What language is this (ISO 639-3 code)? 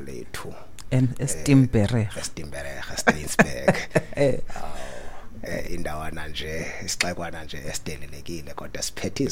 xho